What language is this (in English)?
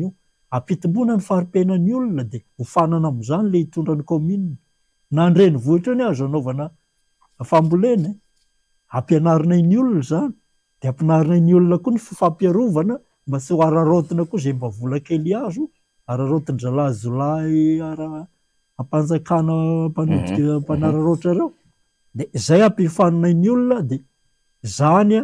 Malagasy